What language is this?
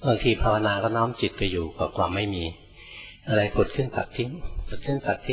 Thai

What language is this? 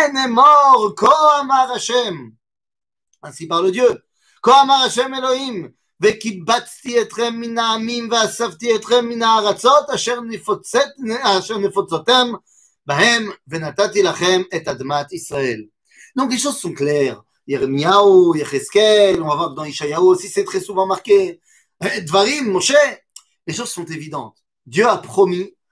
French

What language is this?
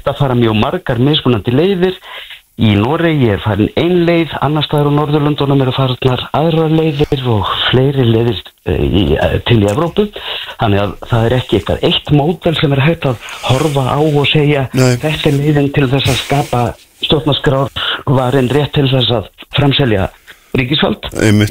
Icelandic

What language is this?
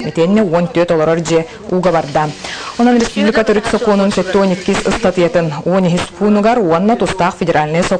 Yakut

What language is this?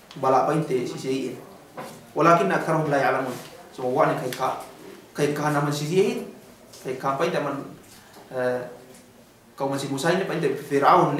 Yakan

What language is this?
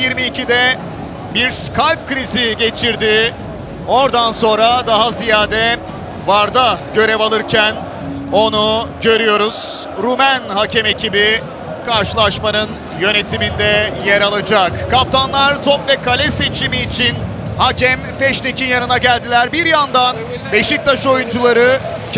Turkish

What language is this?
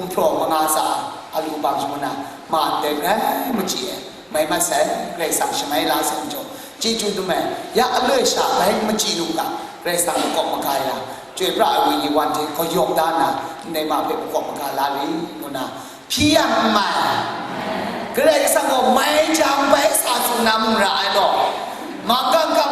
Kachin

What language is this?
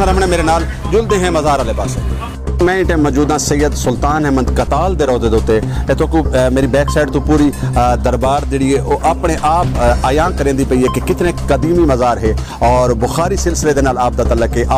Saraiki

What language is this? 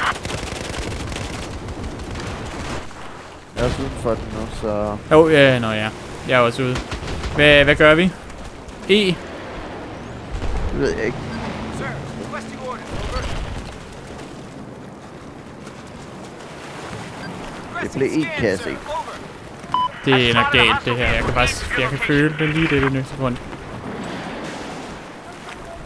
Danish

